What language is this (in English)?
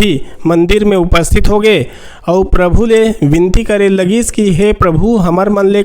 Chhattisgarhi